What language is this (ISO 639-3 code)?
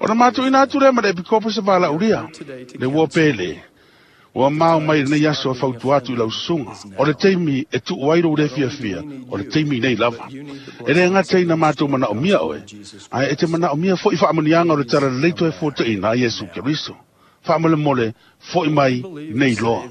smo